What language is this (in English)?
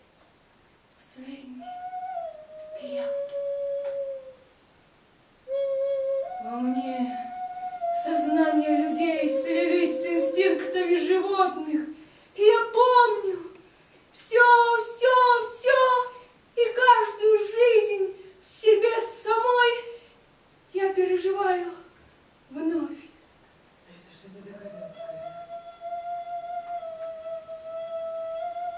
Russian